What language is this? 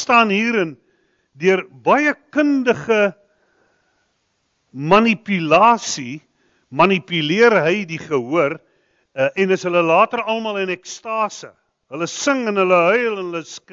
Afrikaans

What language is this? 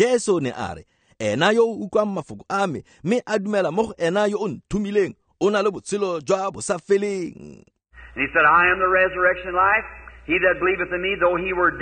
Tswana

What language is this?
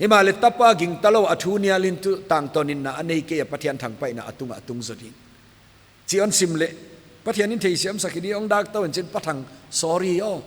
Paite Chin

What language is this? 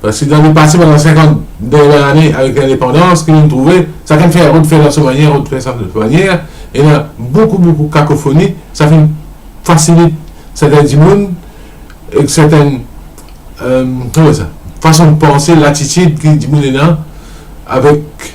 Morisyen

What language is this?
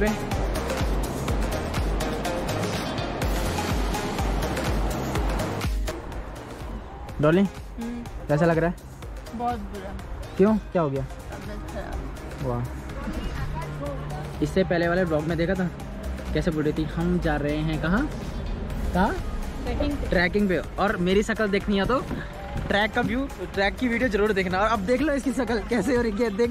Hindi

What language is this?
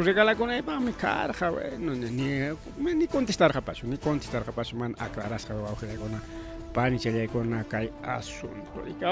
Ayacucho Quechua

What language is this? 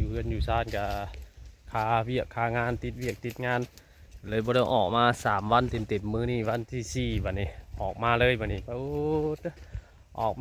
Northeastern Thai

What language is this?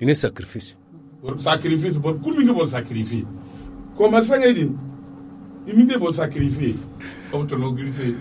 Zarma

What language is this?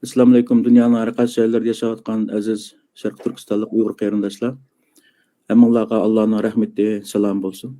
Uyghur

